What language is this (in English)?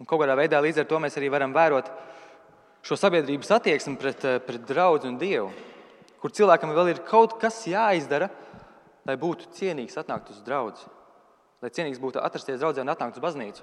Latvian